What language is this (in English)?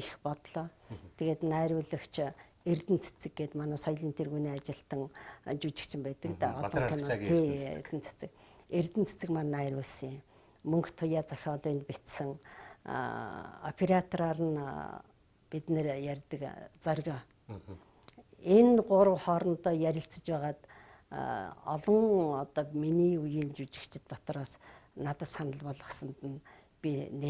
Mongolian